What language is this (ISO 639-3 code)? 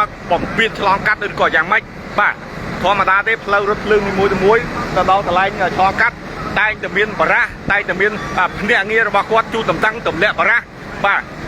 khm